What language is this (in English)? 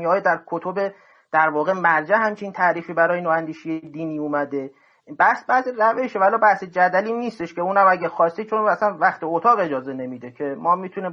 Persian